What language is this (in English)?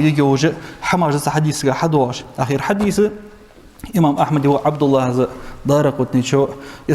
Ingush